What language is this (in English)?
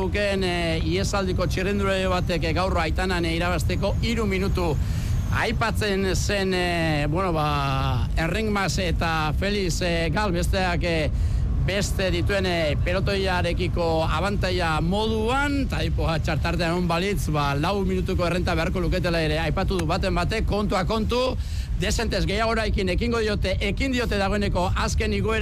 Basque